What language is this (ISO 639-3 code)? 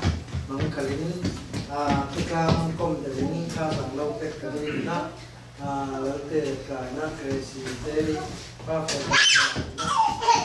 cfm